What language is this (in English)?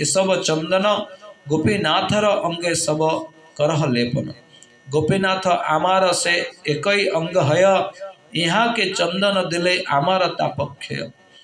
Odia